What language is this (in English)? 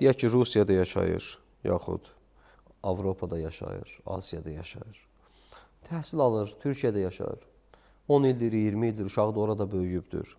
Azerbaijani